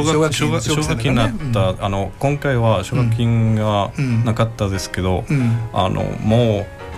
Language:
Japanese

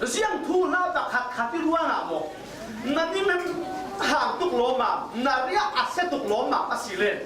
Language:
Falam Chin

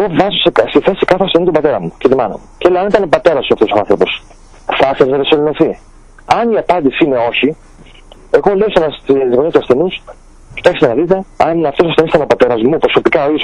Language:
Greek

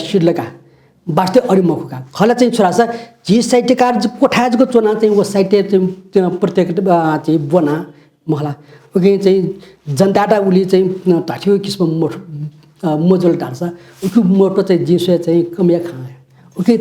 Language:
Newari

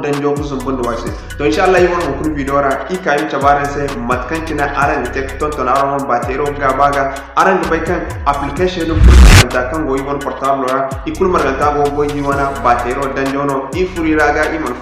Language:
Zarma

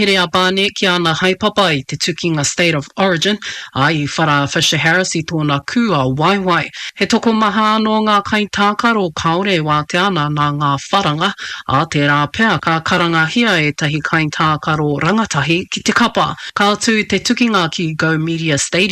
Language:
Māori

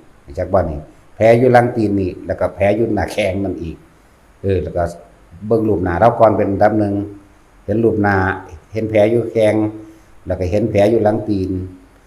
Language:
Northeastern Thai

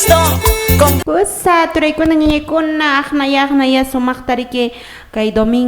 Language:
Quechua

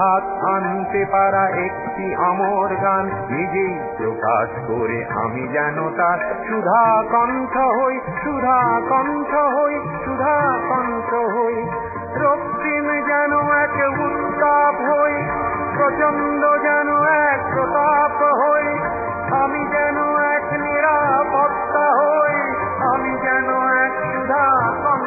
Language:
Bangla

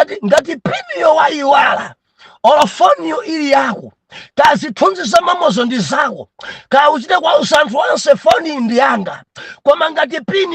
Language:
Nyanja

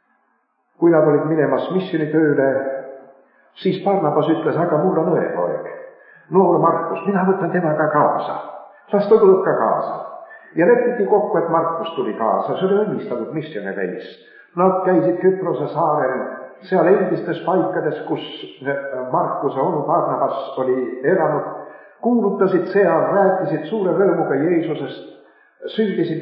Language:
Estonian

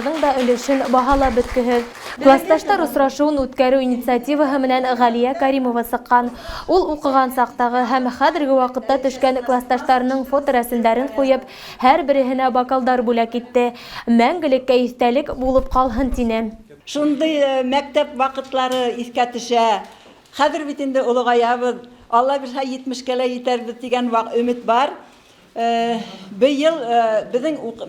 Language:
Bashkir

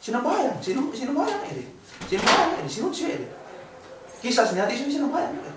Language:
Yakan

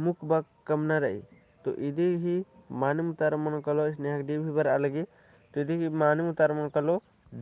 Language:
Kurukh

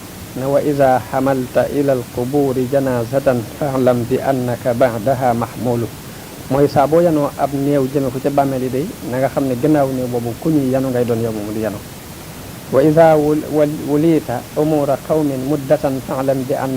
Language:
Wolof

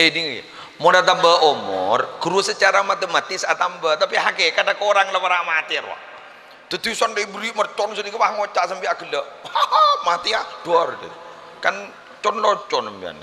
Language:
Madurese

